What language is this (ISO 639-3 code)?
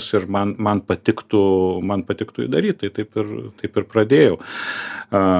lit